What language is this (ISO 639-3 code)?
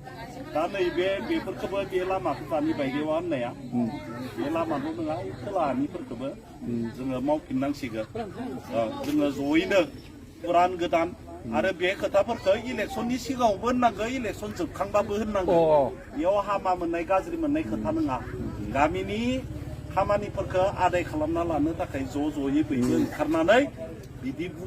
brx